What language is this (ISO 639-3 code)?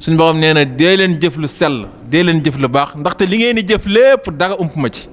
wol